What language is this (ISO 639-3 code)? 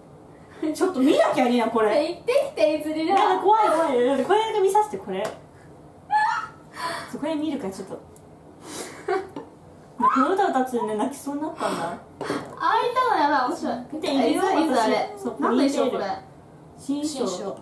jpn